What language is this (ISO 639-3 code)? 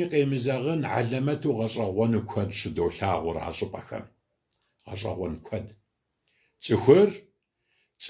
kbd